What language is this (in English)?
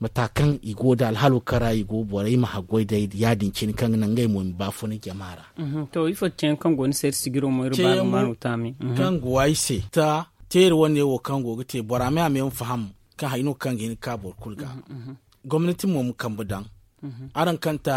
Zarma